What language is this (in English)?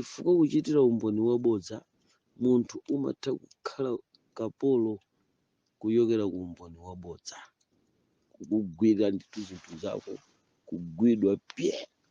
Nyanja